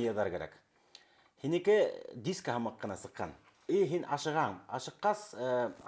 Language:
Bashkir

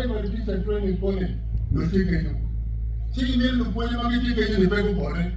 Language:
Acoli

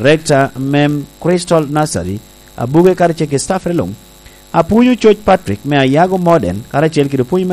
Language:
Lango (Uganda)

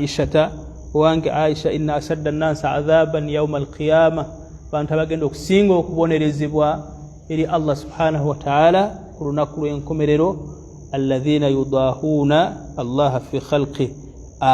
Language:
Ganda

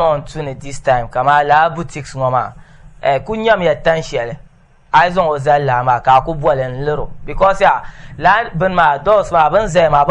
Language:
Dagbani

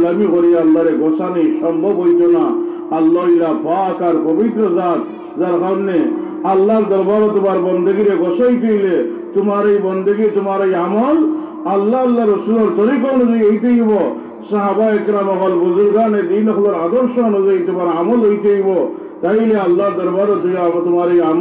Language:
Sylheti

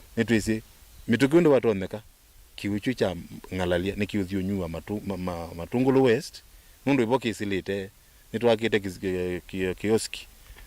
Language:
Kamba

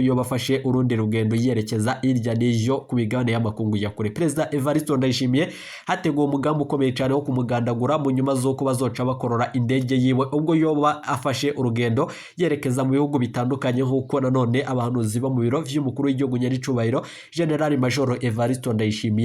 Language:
Rundi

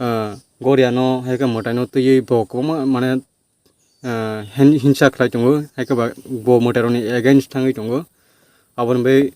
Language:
Kok Borok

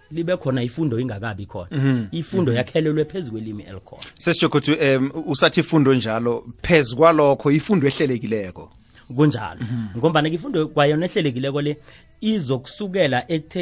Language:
South Ndebele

